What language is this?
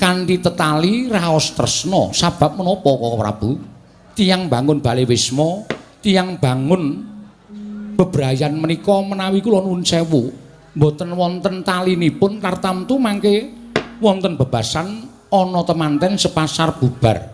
Javanese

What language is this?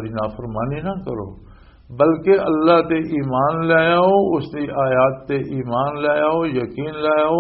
Western Panjabi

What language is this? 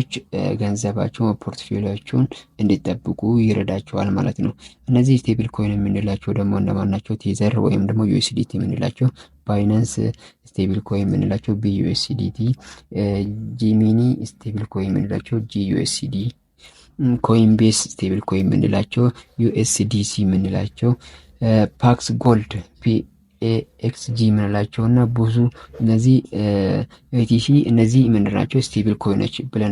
Amharic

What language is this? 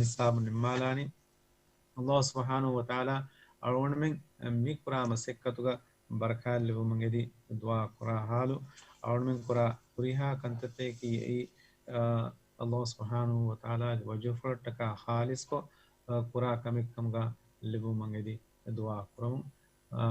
Divehi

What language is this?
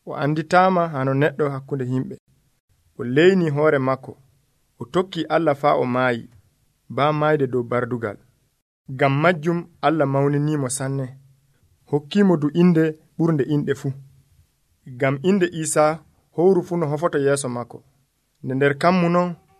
Nigerian Fulfulde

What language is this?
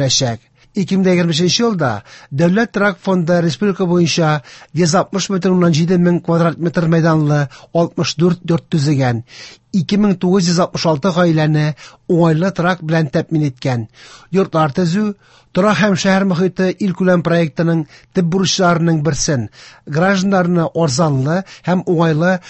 Tatar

